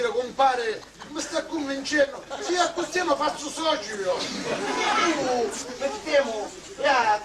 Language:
Sicilian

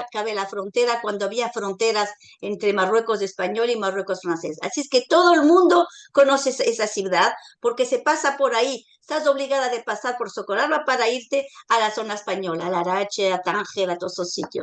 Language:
Ladino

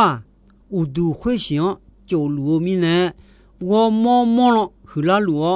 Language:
Akha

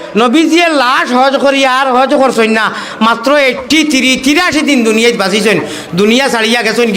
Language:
Sylheti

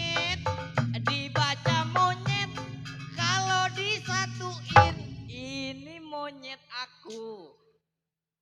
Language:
Betawi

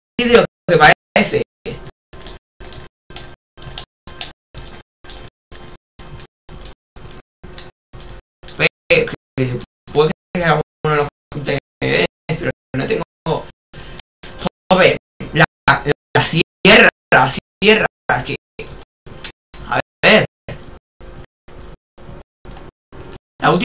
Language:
Spanish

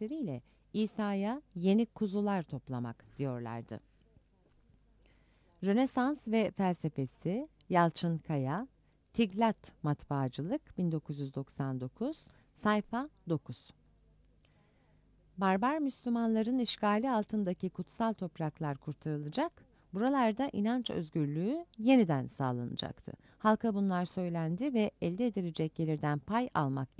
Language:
Turkish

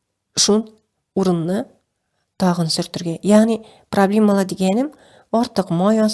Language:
Tatar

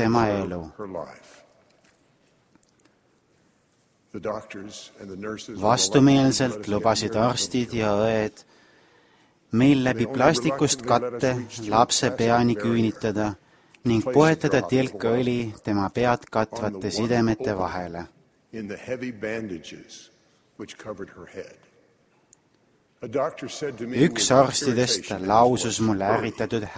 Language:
Estonian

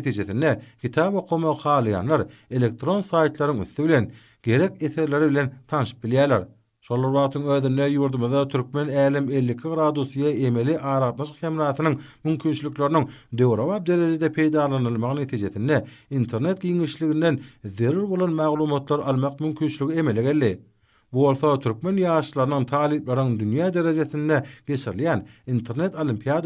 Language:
Turkmen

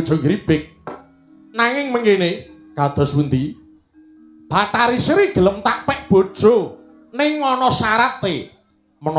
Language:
Javanese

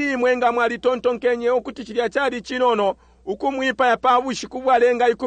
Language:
Bemba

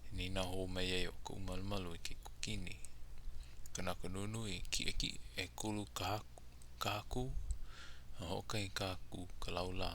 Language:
Hawaiian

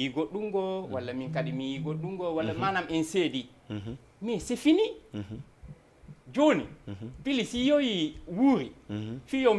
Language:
Fula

